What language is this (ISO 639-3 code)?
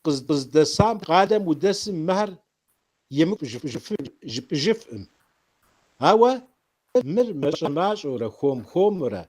kbd